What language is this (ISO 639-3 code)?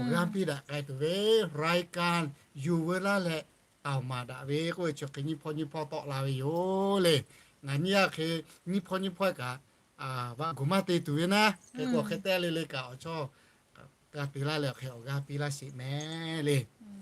lhu